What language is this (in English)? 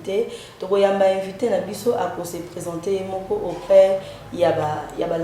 Lingala